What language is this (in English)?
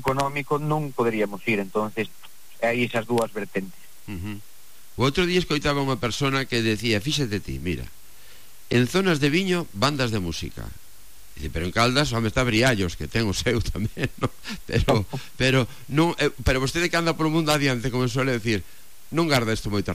Galician